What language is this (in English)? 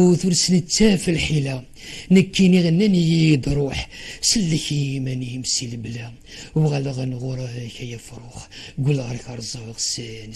Kabyle